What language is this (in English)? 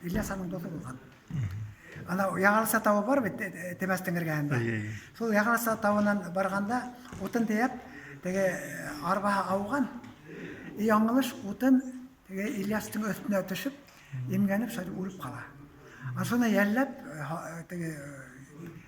Bashkir